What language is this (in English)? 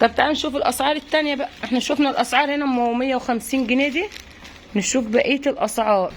Egyptian Arabic